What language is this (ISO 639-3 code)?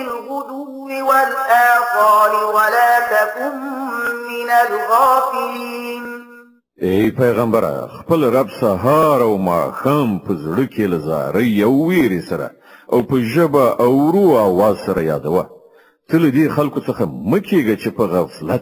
pus